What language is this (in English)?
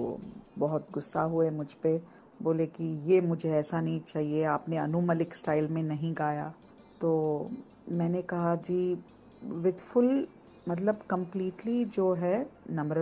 Hindi